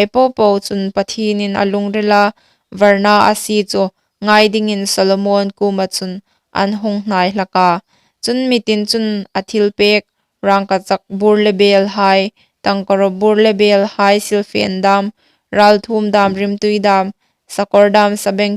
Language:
Hmar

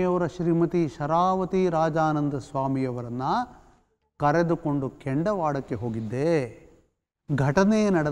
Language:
Kannada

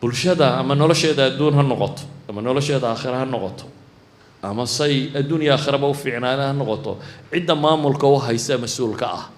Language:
Somali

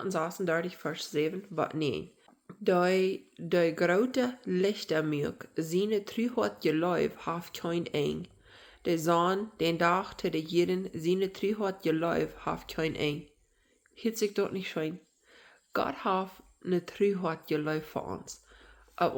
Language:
Plautdietsch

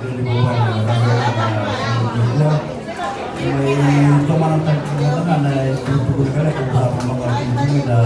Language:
Fijian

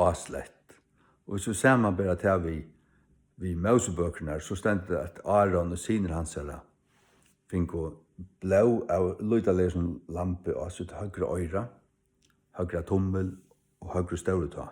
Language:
Faroese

